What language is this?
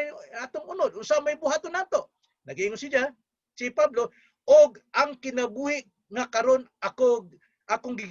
Cebuano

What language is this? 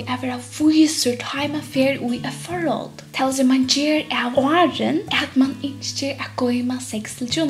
Faroese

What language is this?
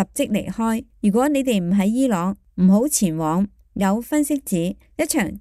Cantonese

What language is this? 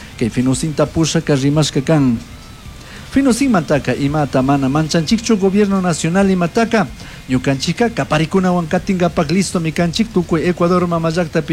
Chimborazo Highland Quichua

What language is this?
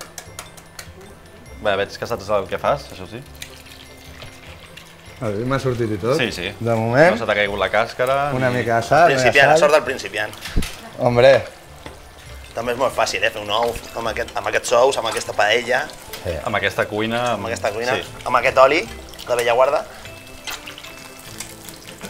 Catalan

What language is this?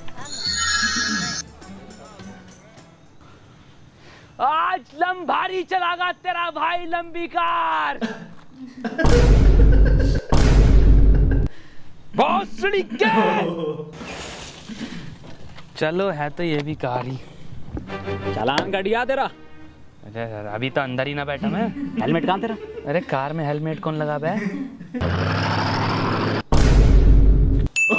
Hindi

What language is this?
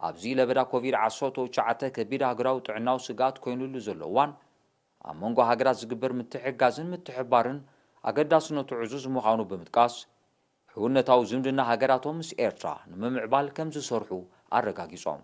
Tigrinya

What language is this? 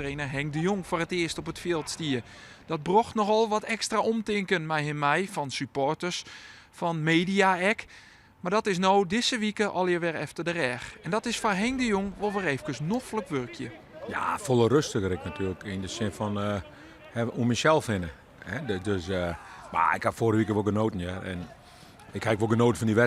Western Frisian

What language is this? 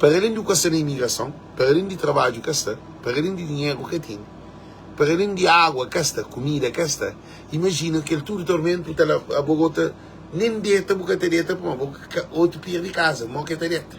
Kabuverdianu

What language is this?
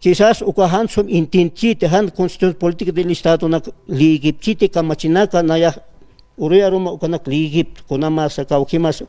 Aymara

